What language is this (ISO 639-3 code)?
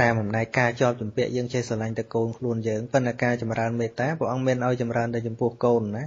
khm